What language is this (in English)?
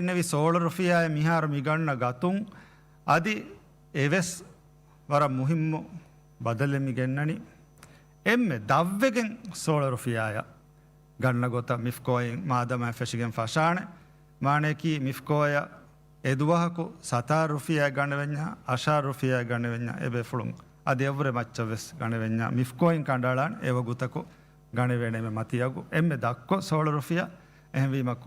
Divehi